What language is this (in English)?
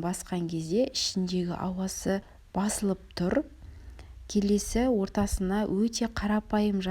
Kazakh